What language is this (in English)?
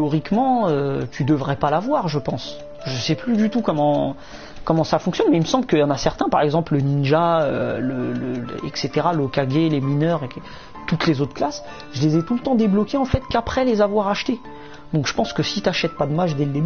French